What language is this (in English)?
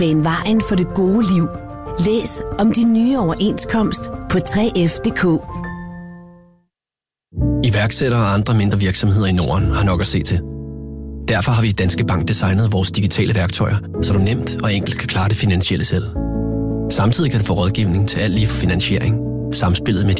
Danish